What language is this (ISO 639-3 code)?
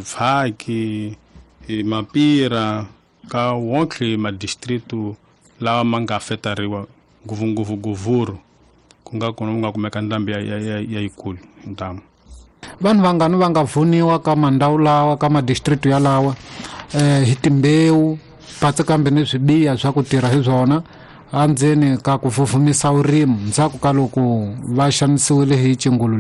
tso